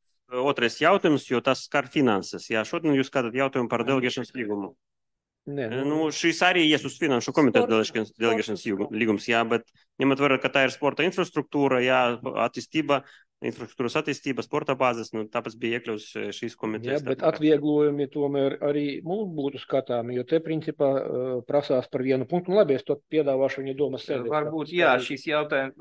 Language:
Latvian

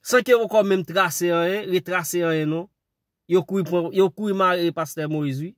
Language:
Haitian Creole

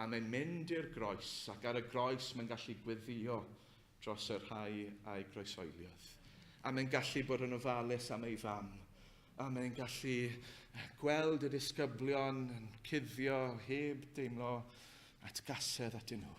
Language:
Welsh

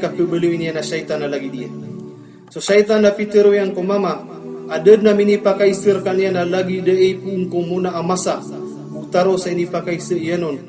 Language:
Maranao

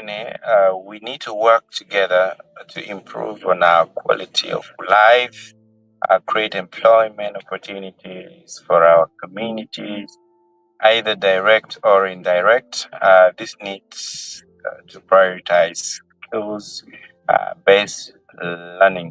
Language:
Acoli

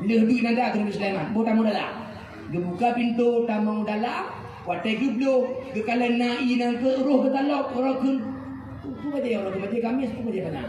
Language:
Achinese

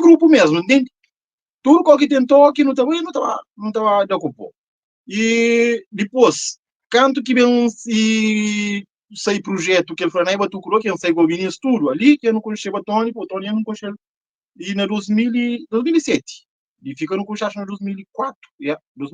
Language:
Kabuverdianu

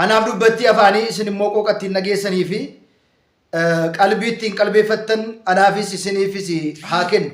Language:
Oromo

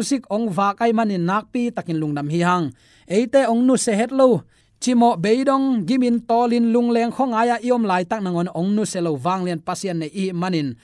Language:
Tedim Chin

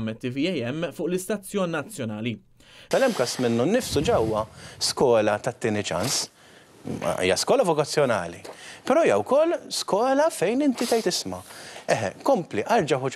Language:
Maltese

